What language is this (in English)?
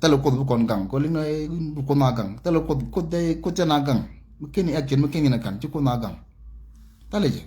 Nuer